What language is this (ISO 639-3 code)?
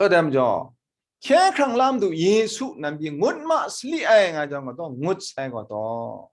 kac